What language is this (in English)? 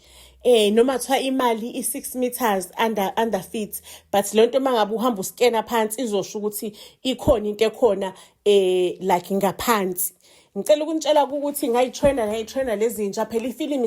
Zulu